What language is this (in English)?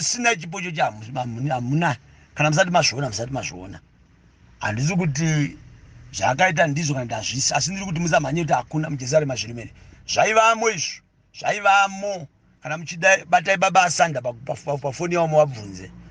Shona